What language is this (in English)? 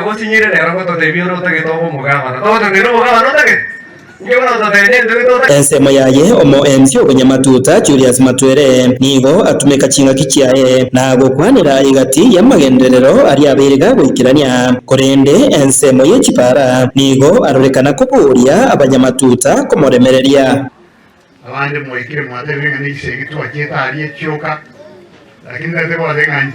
Gusii